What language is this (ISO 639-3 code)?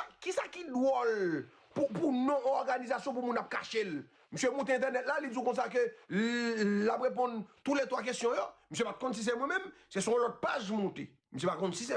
hat